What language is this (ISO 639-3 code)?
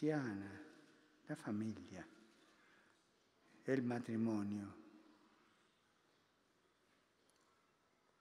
spa